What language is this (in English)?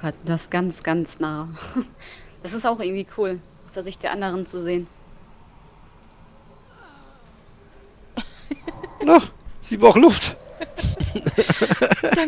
German